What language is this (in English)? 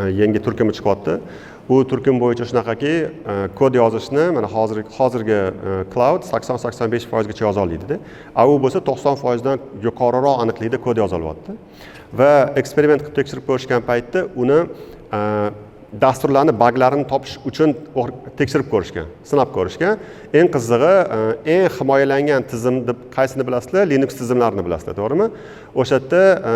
Uzbek